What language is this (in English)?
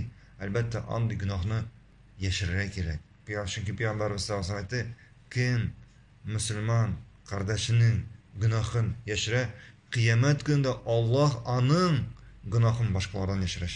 Tatar